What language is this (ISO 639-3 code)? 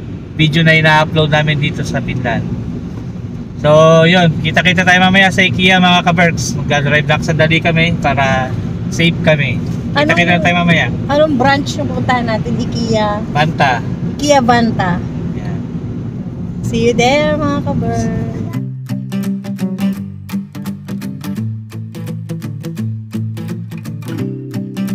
fil